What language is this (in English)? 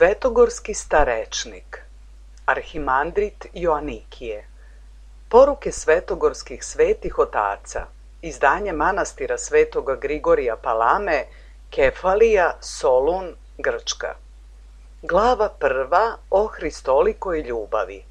Serbian